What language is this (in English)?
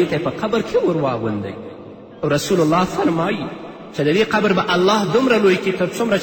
Pashto